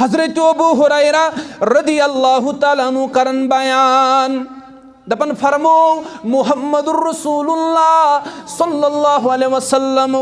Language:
Kashmiri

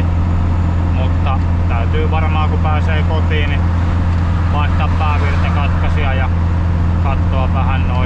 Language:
Finnish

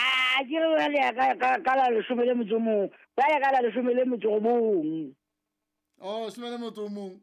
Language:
Southern Sotho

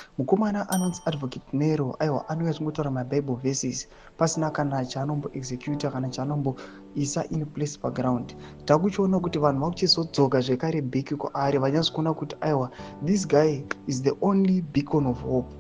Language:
Shona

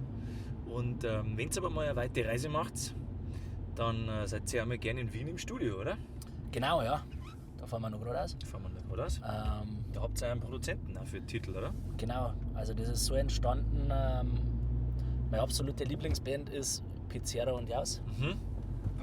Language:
Bavarian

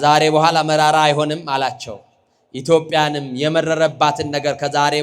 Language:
Amharic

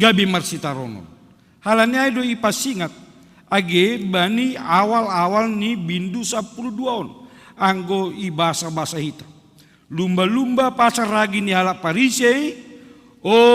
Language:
Batak Simalungun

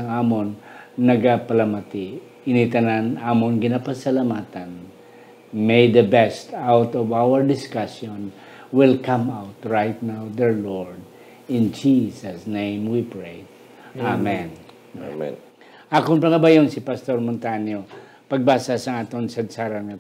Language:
Hiligaynon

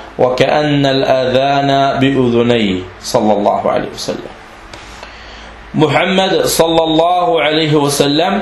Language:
Danish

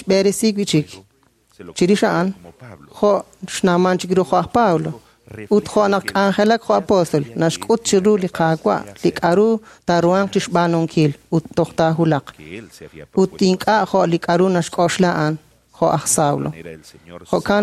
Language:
Kekchí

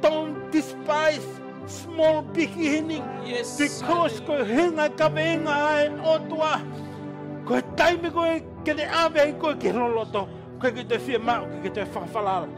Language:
Tongan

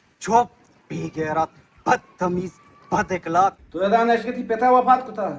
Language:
Eastern Balochi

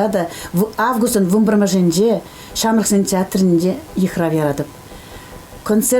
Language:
Chuvash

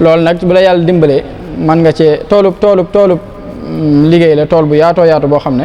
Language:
Wolof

